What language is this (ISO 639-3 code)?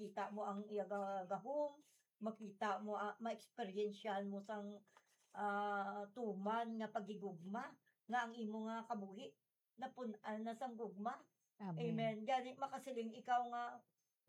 hil